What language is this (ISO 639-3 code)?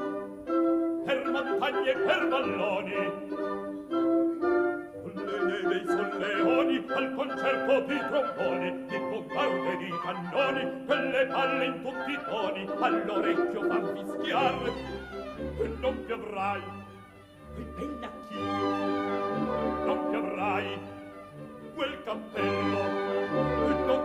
ita